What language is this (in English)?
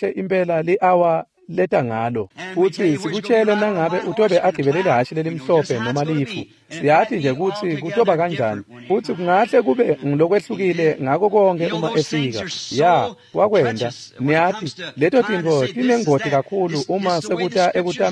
Swati